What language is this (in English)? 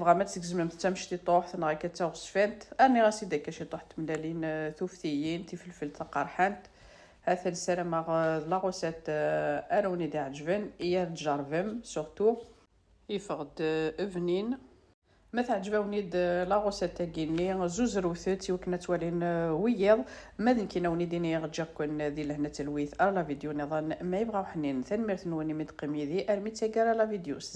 Kabyle